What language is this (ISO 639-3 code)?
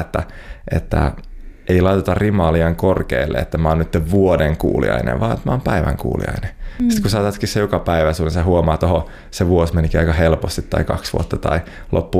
fin